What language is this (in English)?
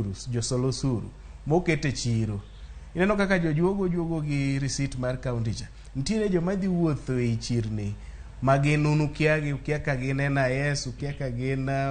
Luo (Kenya and Tanzania)